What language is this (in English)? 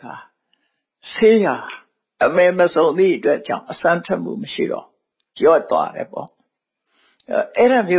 Burmese